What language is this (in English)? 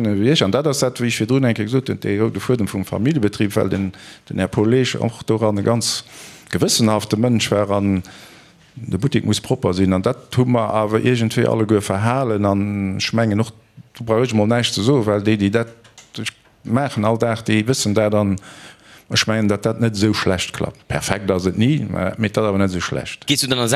Luxembourgish